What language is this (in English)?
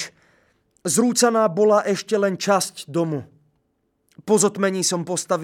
Slovak